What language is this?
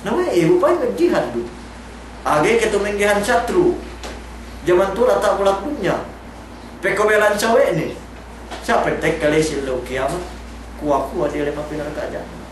Yakan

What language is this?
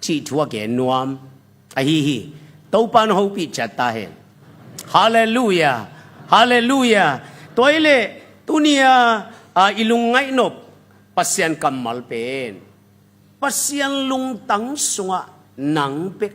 Tedim Chin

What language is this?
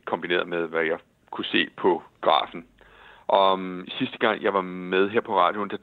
Danish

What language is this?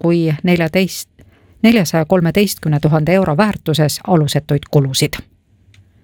Estonian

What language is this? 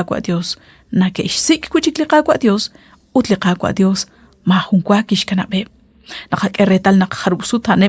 Kekchí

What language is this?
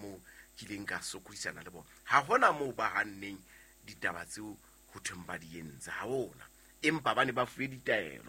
Southern Sotho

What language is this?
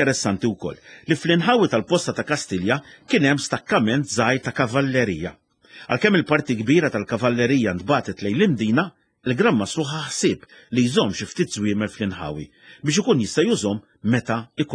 Maltese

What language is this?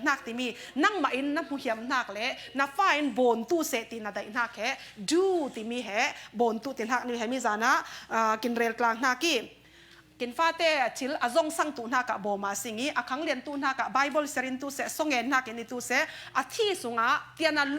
Falam Chin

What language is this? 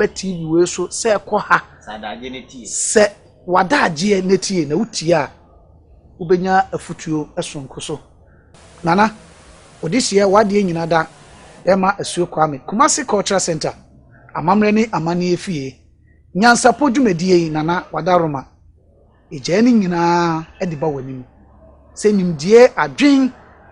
Akan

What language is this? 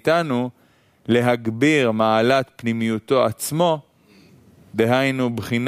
Hebrew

